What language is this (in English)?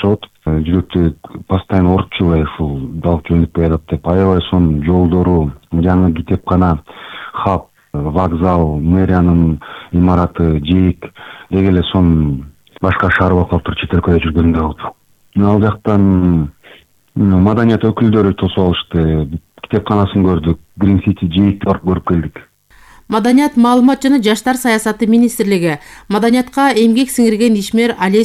Kyrgyz